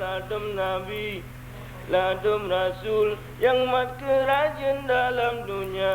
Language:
Achinese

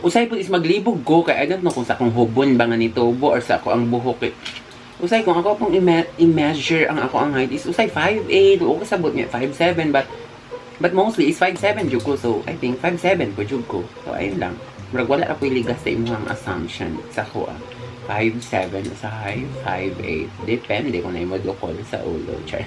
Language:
Cebuano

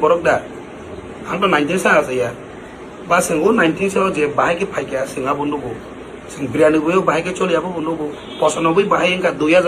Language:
Kok Borok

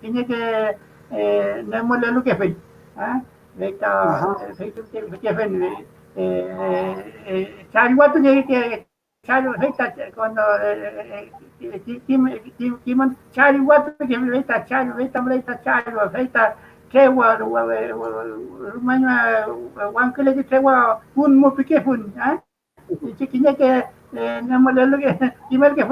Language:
Mapuche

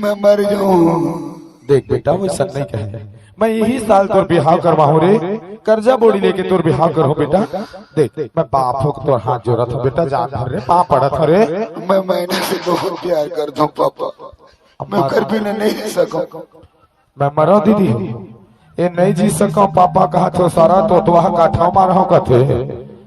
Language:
Chhattisgarhi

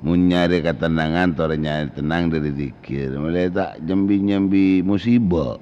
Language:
Madurese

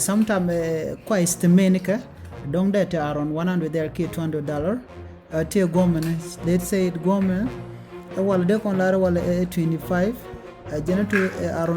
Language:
Nuer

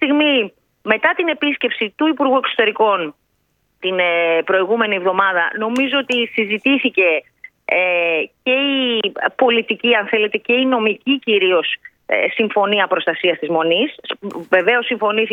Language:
Greek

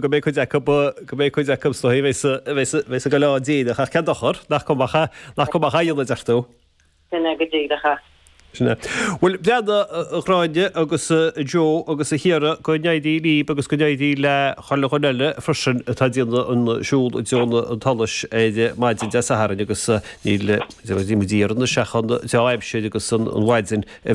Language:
Irish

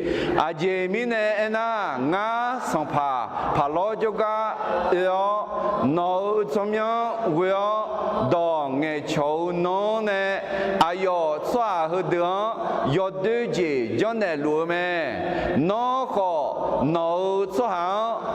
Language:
Akha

